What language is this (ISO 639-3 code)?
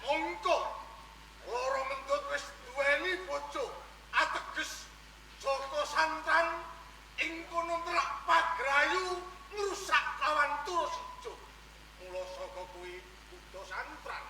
jav